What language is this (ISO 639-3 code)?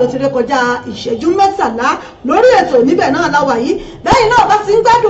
yor